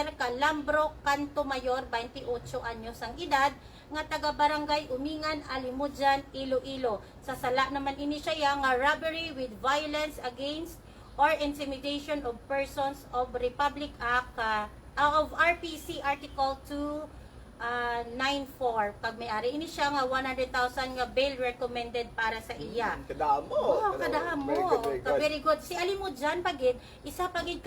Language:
Hiligaynon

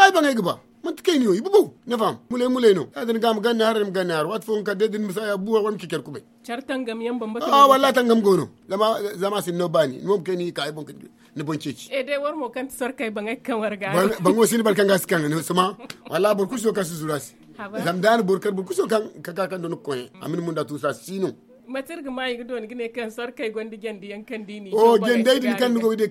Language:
Zarma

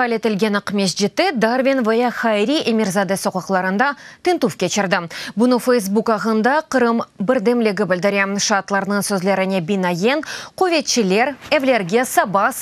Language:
Crimean Tatar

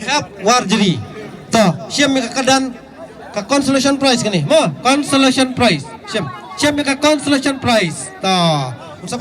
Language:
Khasi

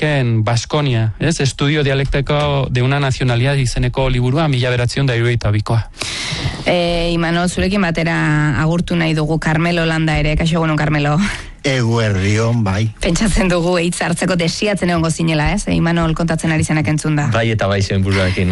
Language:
Basque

